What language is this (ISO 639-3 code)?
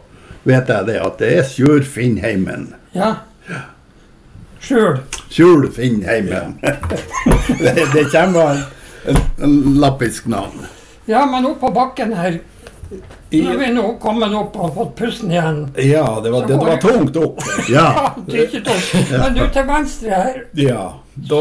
nor